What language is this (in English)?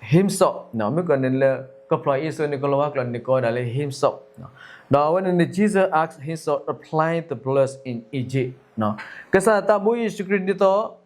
S'gaw Karen